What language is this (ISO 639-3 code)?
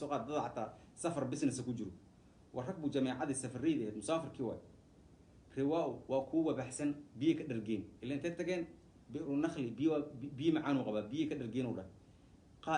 som